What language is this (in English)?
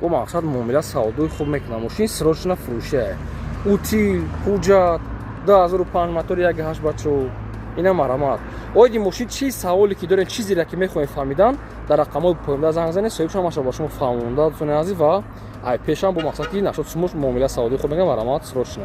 Tajik